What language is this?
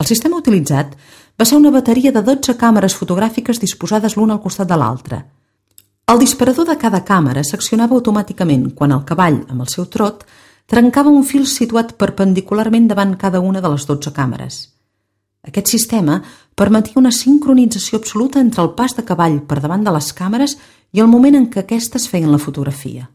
Catalan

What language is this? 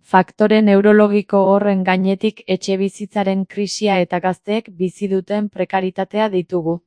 Basque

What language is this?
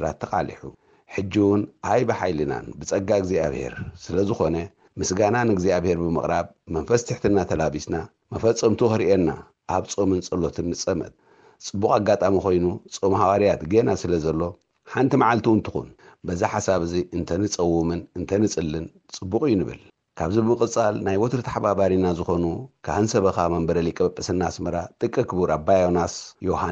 Tigrinya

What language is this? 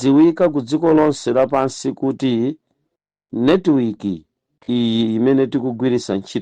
Nyanja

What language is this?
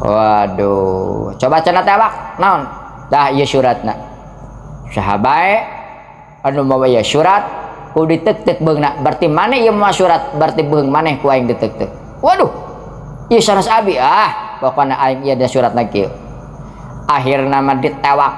Sundanese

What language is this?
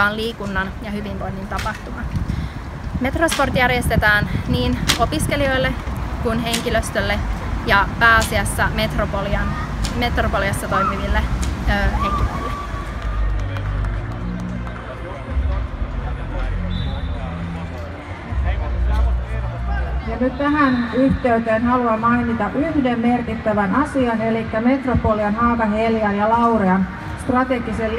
Finnish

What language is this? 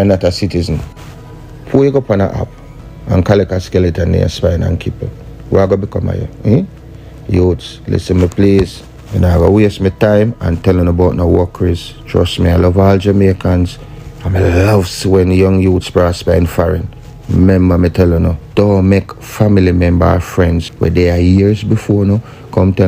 Jamaican Creole English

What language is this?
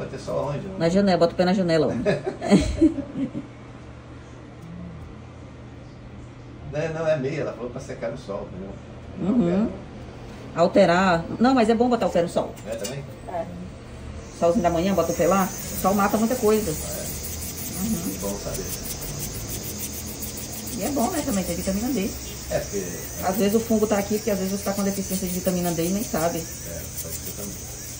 Portuguese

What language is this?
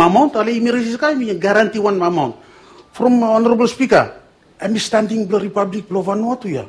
Bislama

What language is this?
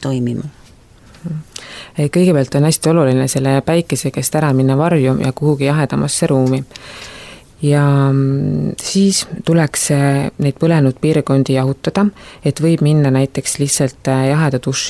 Estonian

